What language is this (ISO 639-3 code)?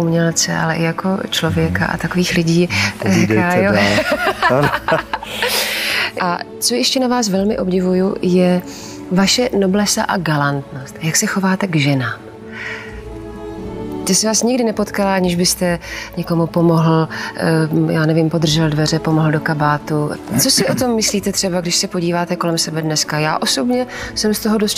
ces